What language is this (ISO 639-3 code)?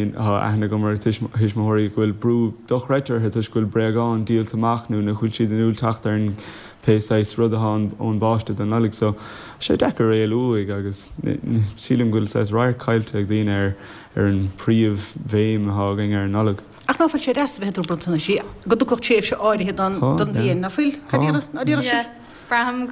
gle